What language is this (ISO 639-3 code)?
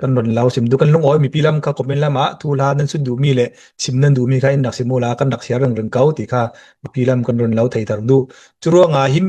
cnh